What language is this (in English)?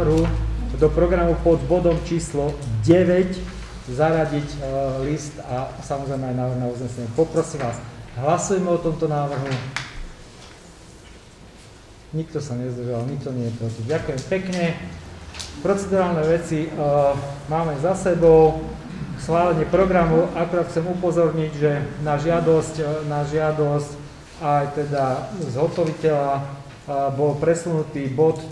Slovak